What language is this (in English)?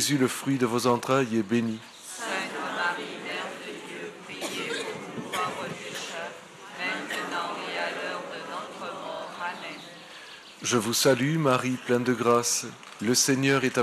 French